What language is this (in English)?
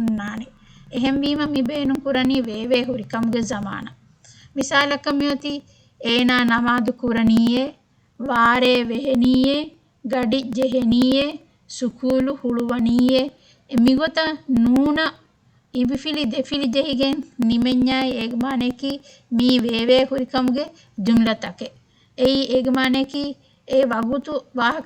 Divehi